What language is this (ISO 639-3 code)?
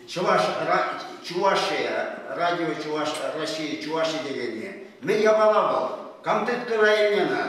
chv